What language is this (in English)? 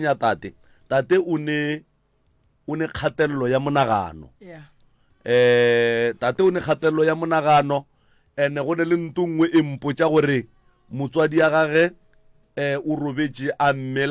Northern Sotho